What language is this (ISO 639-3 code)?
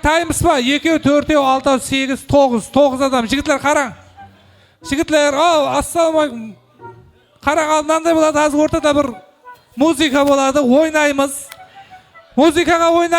kaa